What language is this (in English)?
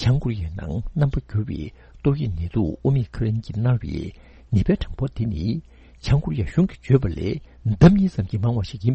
Tibetan